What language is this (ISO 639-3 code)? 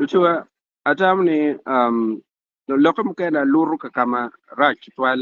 ach